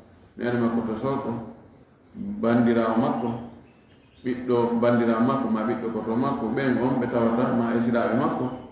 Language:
Fula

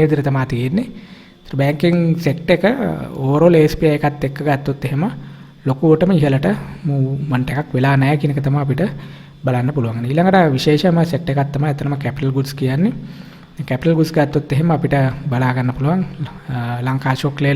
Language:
Sinhala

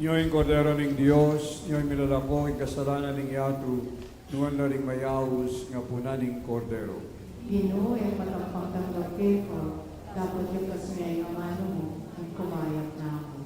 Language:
Pampanga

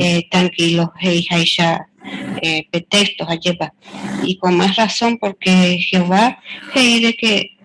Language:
Guarani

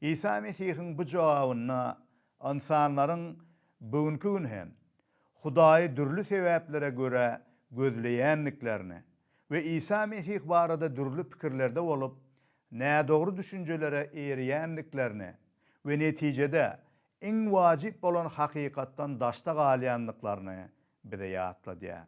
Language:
Turkmen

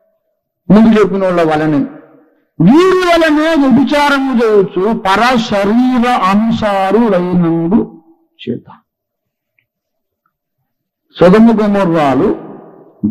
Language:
Telugu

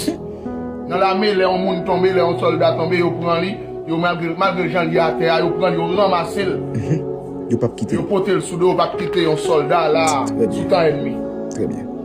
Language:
Haitian Creole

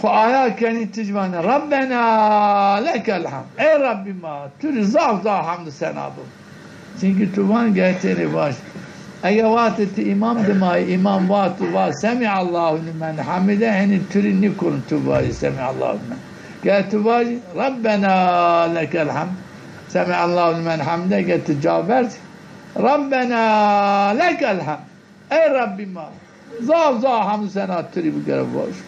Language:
Zaza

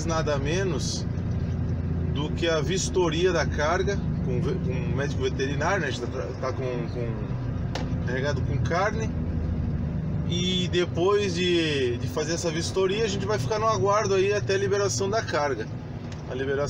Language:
Portuguese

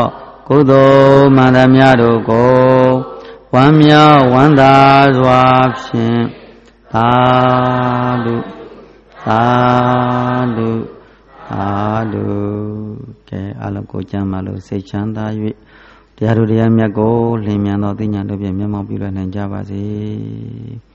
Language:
Burmese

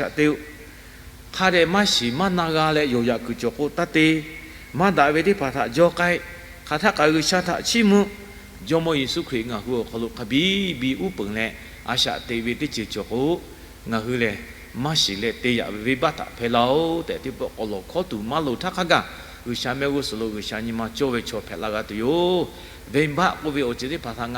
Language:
Lahu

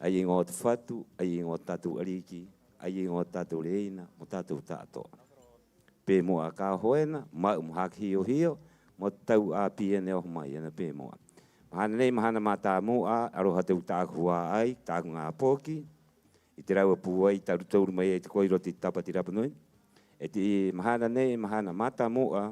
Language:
Rapanui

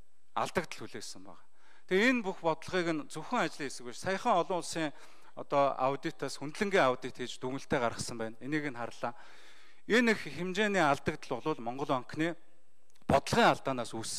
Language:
Mongolian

